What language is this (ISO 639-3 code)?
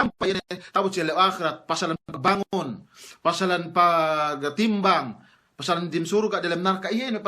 yka